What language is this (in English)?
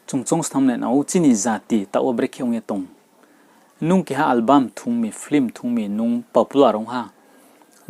Riang (India)